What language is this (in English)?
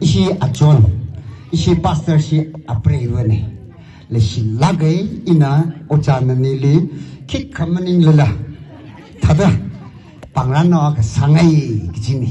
Tangkhul Naga (India)